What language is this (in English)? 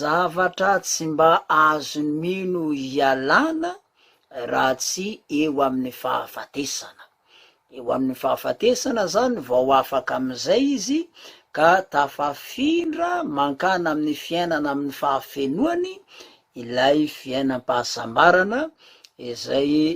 Malagasy